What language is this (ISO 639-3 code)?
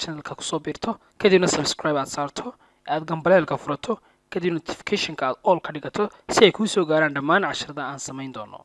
som